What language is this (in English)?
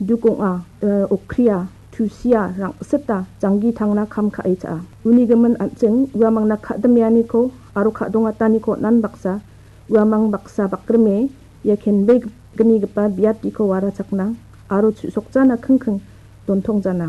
Garo